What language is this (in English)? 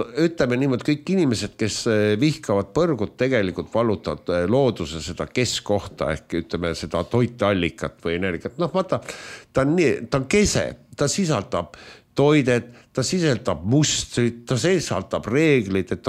Estonian